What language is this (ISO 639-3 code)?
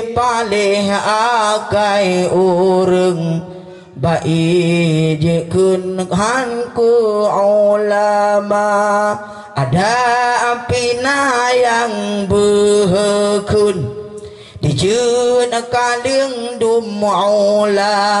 ace